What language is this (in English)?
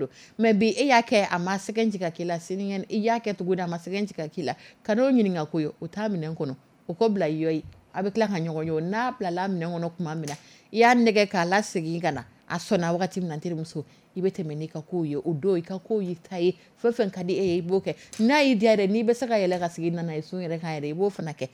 Dyula